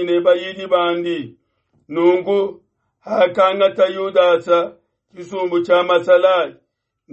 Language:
Luba-Lulua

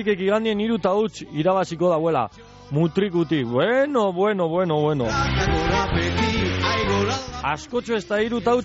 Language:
Basque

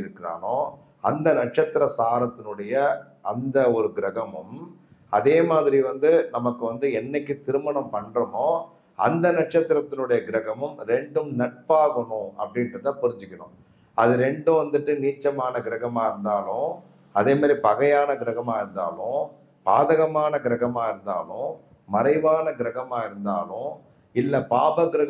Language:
Tamil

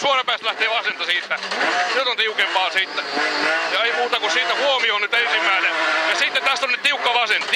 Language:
Finnish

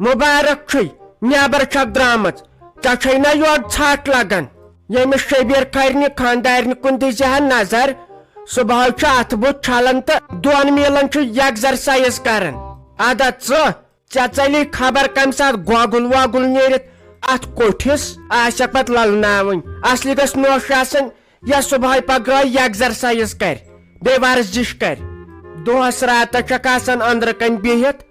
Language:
Kashmiri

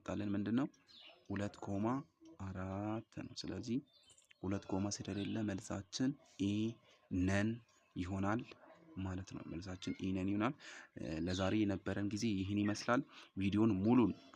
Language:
Amharic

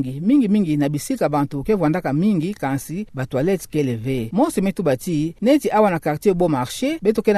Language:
Kituba (Democratic Republic of Congo)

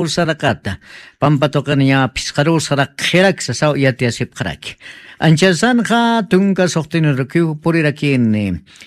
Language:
Aymara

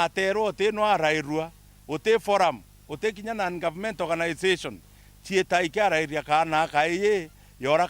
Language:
Meru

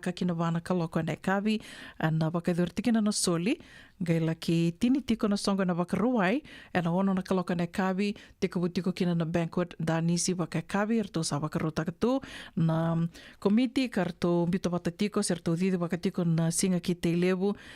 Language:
Fijian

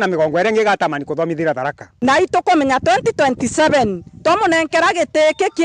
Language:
Meru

